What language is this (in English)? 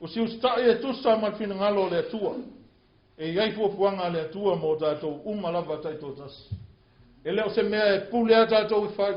Samoan